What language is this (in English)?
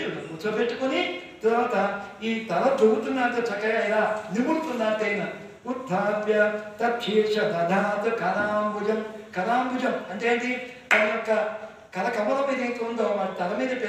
Telugu